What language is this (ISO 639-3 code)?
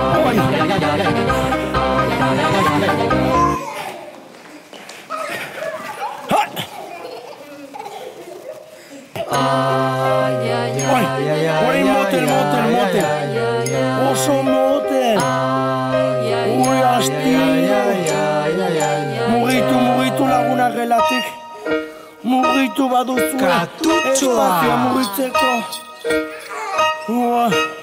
eus